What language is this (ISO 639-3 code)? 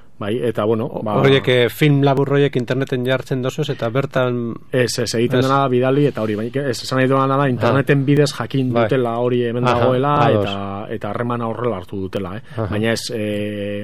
eus